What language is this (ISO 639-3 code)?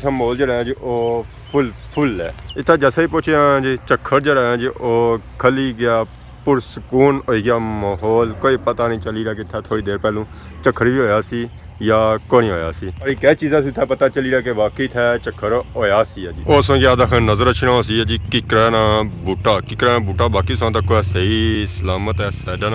phr